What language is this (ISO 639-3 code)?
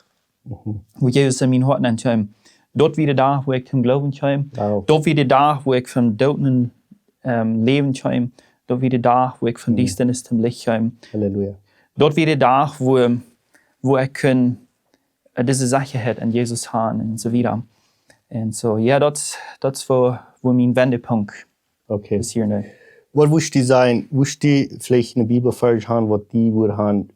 pdt